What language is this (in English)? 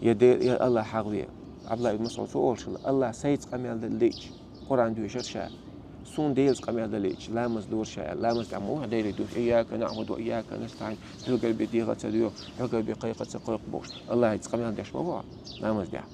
Chechen